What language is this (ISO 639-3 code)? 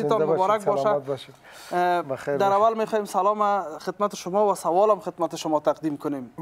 fas